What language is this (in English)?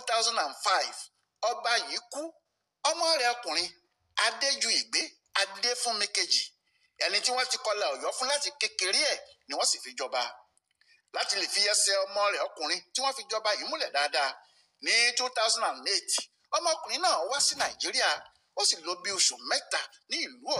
Yoruba